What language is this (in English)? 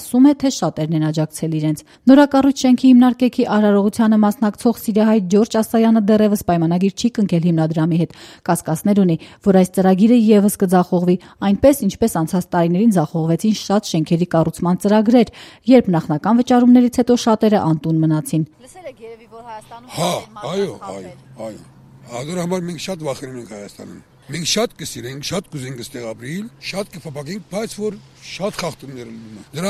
Armenian